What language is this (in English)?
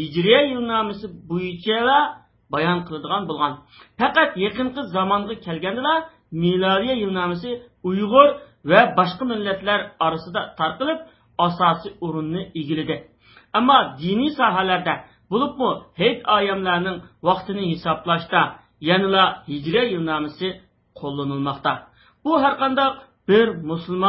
Uyghur